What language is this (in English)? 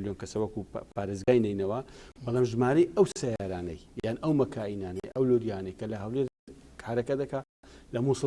Central Kurdish